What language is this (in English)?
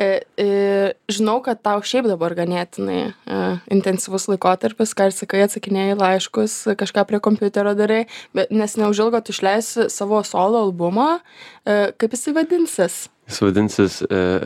Lithuanian